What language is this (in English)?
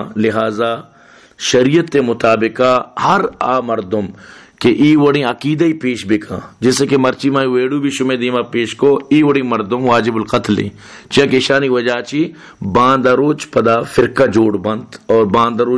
Baluchi